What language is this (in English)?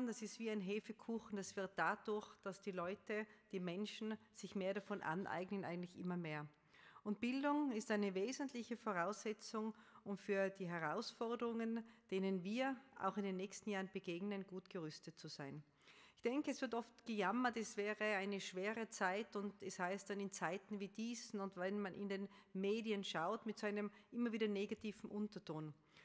German